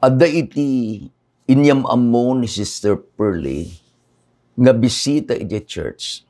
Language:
Iloko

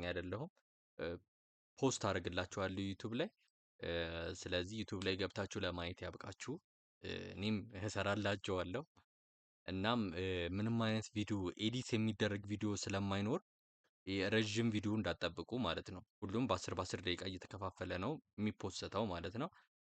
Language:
Amharic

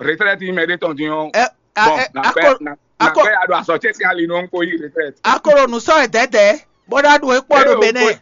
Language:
Fon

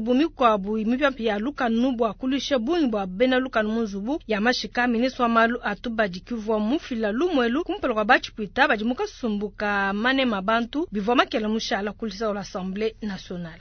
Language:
Luba-Lulua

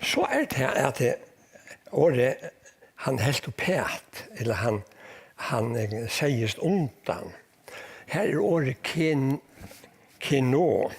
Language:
Faroese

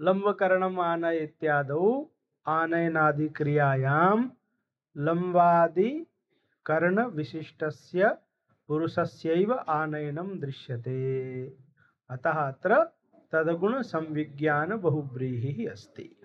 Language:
Sanskrit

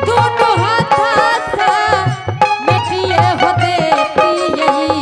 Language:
Angika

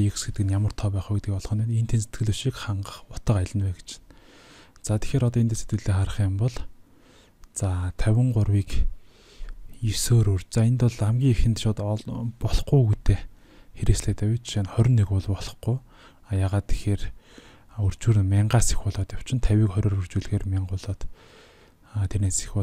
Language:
Mongolian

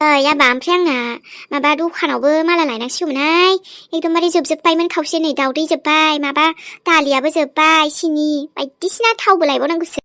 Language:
Bodo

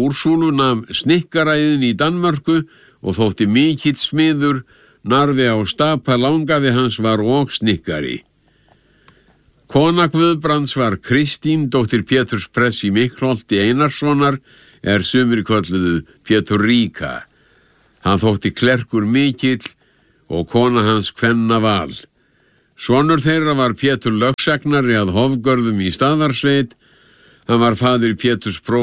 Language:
Icelandic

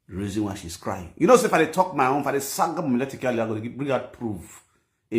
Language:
Nigerian Pidgin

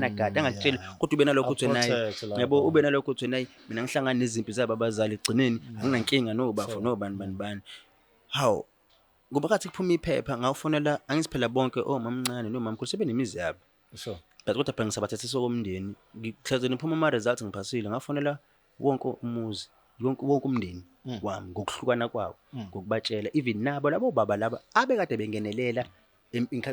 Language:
Zulu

